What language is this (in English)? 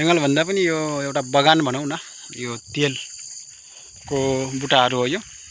Nepali